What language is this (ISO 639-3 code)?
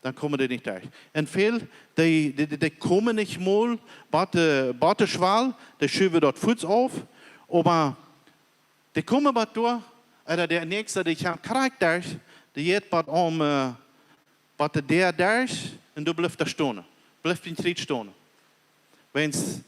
pdt